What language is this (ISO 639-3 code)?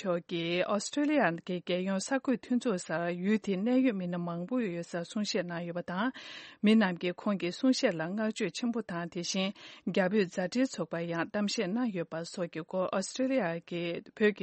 bod